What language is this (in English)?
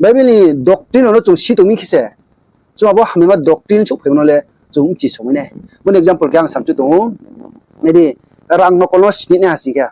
Riang (India)